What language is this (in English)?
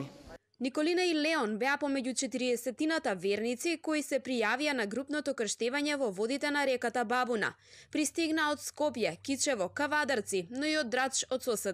Macedonian